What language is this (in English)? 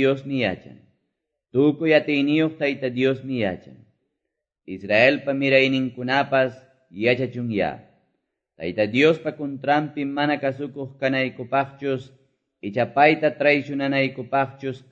Quechua